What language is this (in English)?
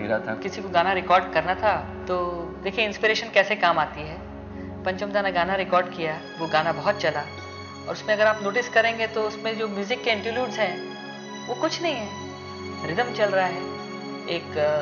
Hindi